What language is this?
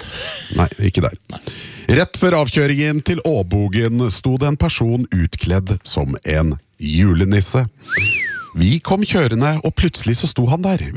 Norwegian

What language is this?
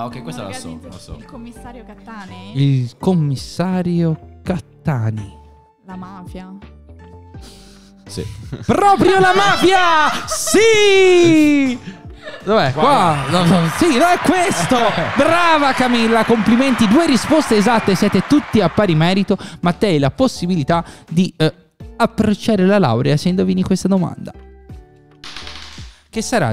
Italian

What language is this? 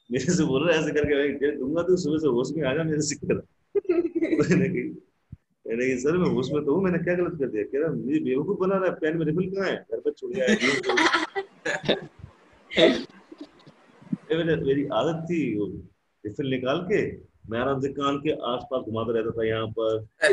Hindi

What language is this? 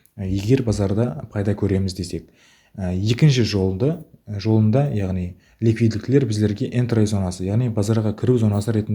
Kara-Kalpak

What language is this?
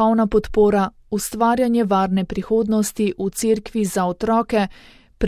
Slovenian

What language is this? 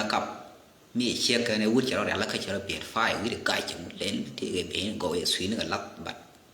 Nuer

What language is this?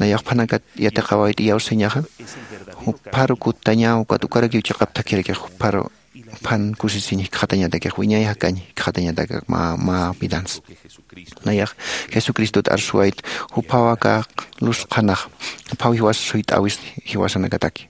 Aymara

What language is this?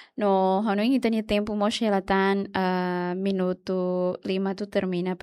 Tetum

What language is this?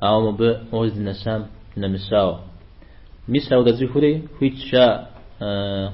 Kabardian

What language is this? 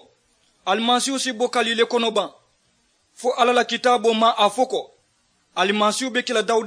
Mandingo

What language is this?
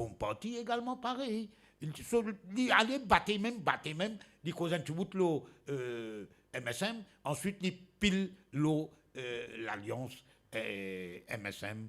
Morisyen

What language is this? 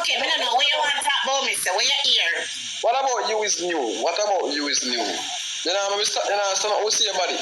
Jamaican Creole English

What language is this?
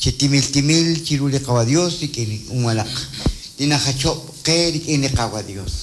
Kekchí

